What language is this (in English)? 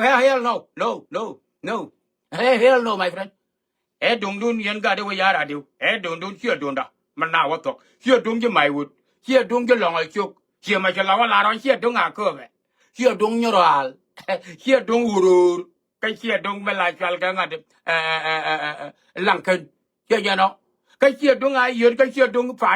Nuer